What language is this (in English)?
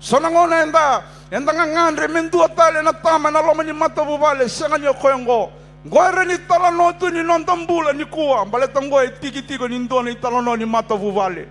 Fijian